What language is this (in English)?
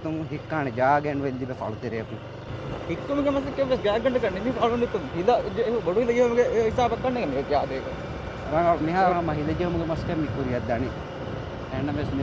Divehi